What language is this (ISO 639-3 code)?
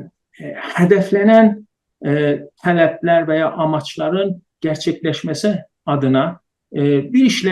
azb